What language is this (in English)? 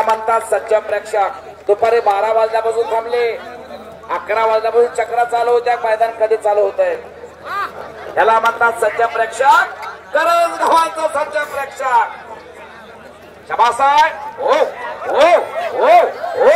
Marathi